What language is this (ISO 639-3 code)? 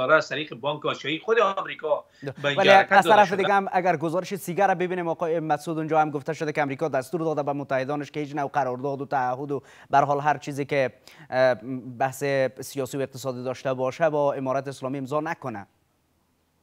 fas